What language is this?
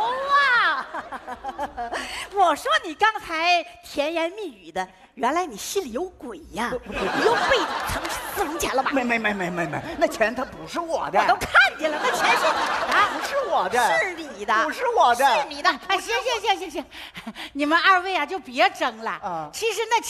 Chinese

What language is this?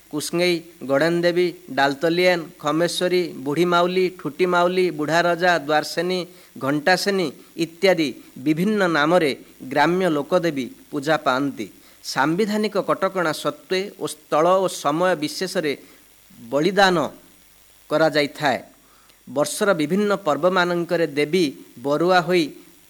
Odia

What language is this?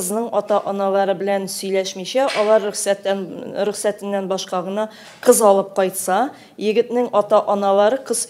Tatar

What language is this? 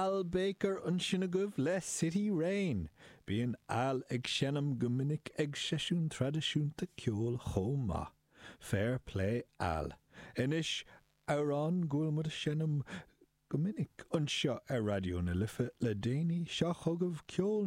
Irish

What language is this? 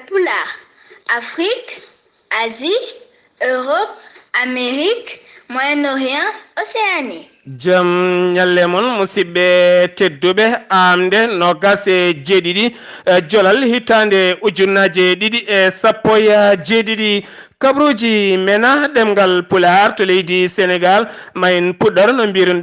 Fula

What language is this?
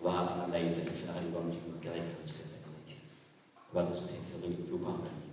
Venda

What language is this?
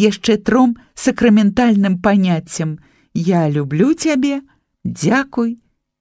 Belarusian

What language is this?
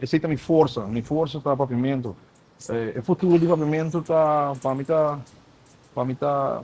Papiamento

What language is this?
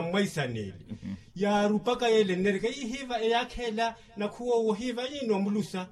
Makhuwa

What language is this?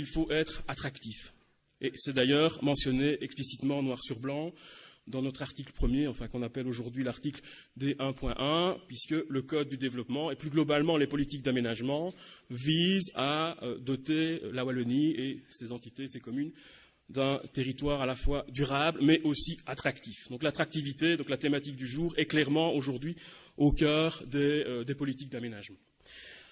French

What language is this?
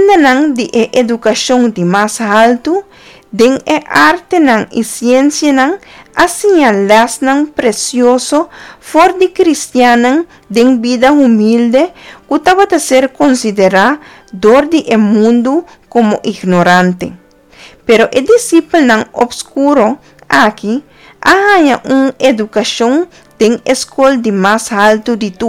Papiamento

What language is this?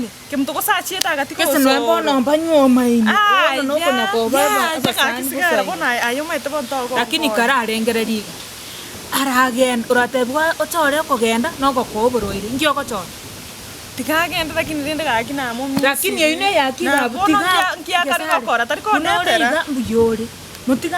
Gusii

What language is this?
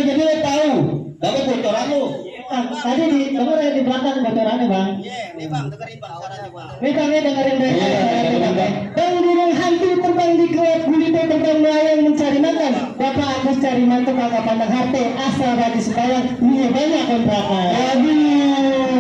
Betawi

